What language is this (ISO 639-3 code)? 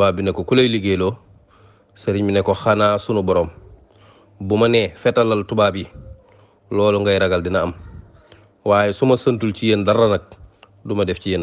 wol